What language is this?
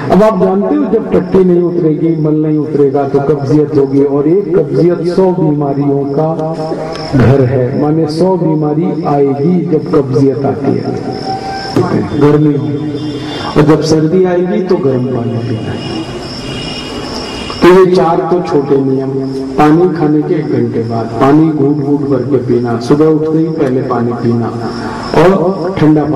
Hindi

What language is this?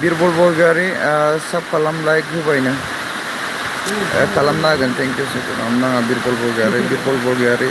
Bodo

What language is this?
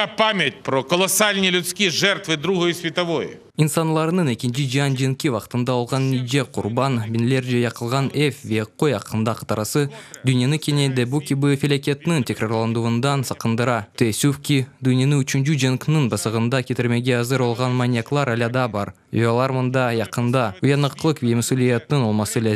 Crimean Tatar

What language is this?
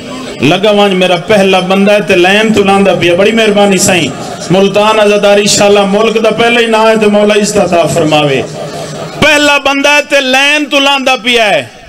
Saraiki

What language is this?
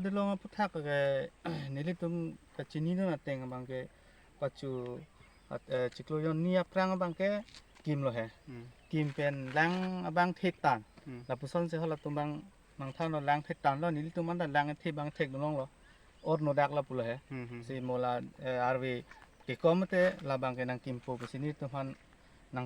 Karbi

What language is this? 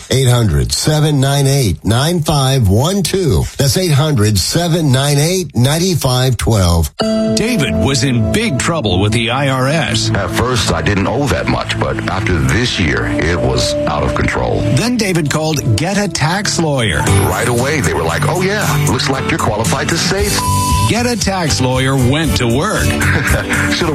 English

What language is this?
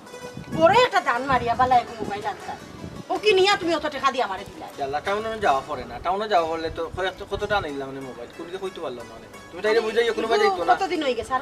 Sylheti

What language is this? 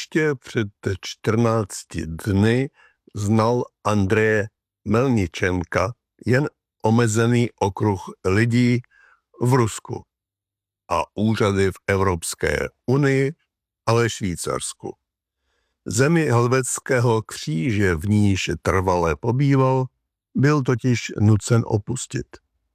Czech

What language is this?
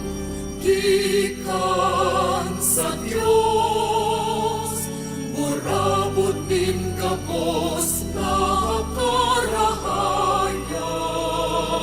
Bikol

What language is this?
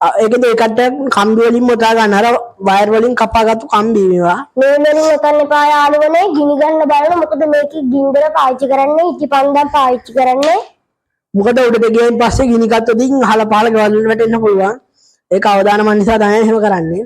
Sinhala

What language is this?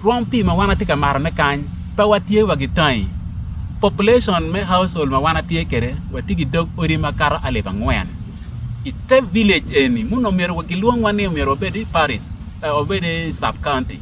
Acoli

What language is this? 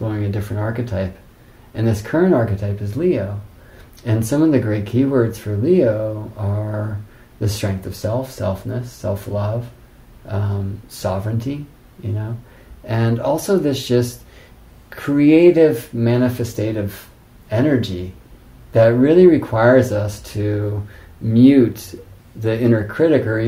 English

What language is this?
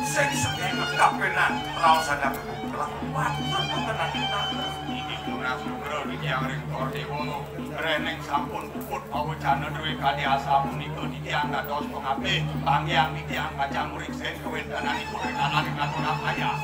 Balinese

